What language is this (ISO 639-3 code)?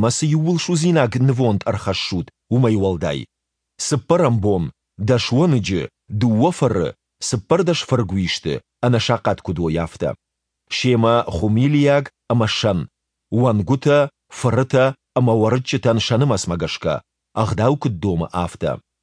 oss